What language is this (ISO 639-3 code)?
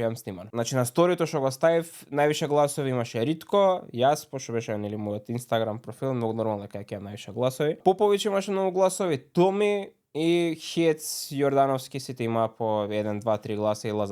mkd